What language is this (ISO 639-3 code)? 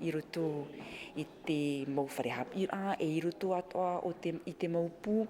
tah